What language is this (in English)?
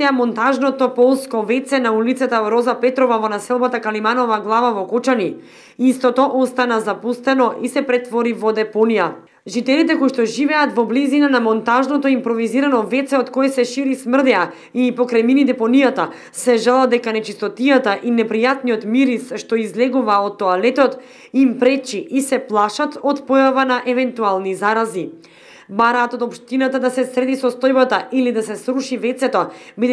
Macedonian